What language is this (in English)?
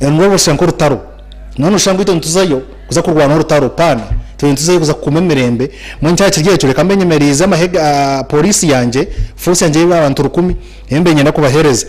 Nyankole